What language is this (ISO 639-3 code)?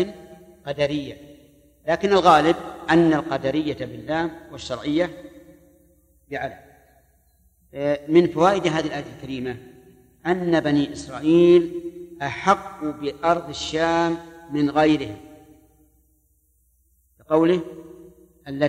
ara